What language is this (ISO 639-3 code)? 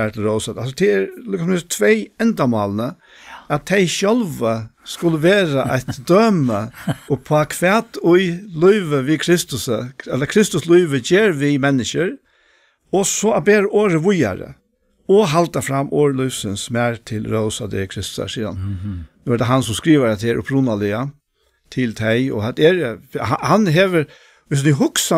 fao